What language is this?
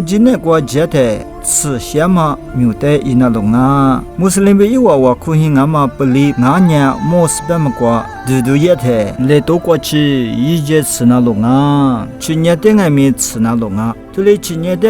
Lisu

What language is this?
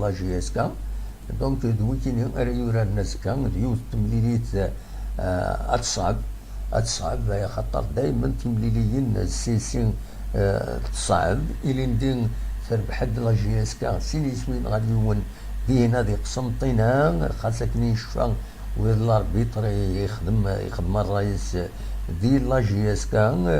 Kabyle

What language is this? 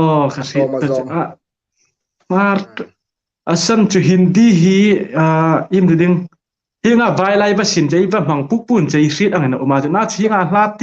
Hmar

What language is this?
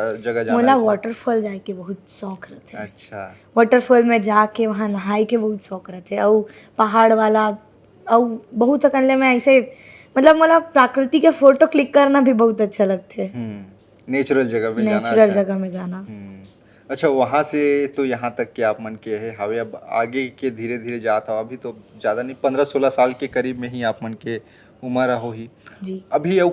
Chhattisgarhi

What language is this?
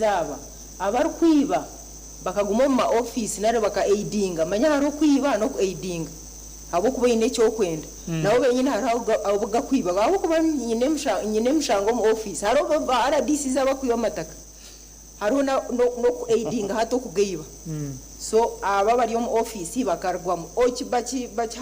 Nyankole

